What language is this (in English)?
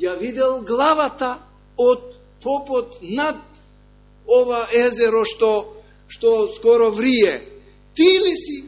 Macedonian